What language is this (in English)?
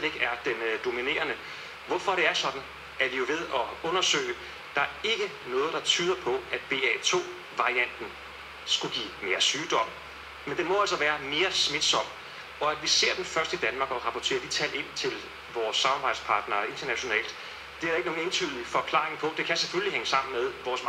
Danish